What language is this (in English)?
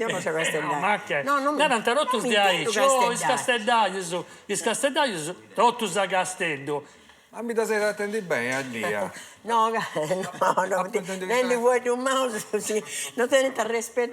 Sardinian